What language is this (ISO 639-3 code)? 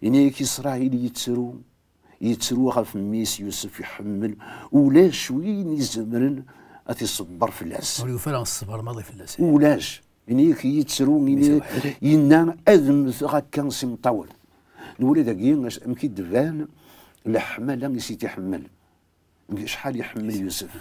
kab